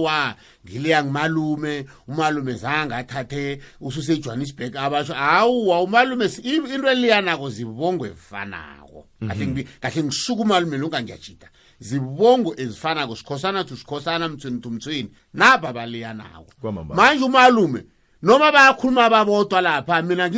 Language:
South Ndebele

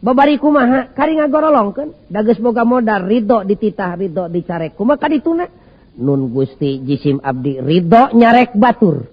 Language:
Sundanese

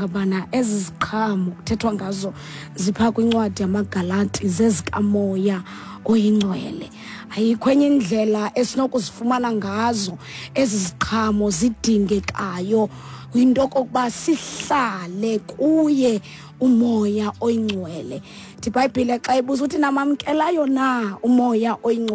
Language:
Xhosa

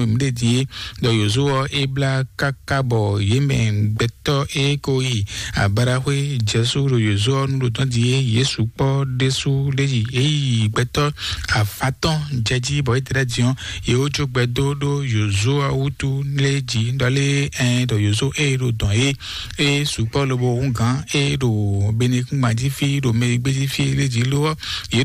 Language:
Fon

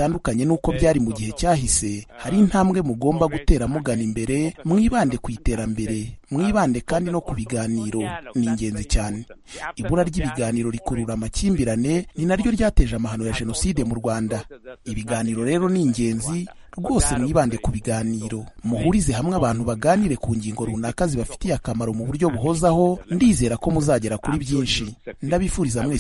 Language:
Kinyarwanda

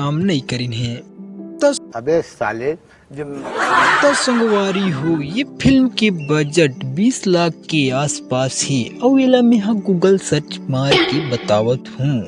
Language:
Chhattisgarhi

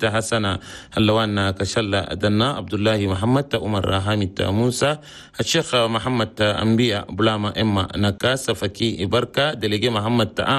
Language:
Chadian Arabic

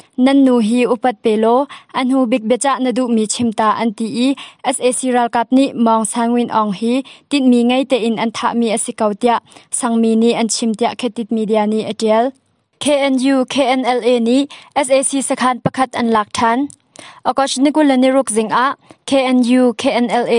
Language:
Hakha Chin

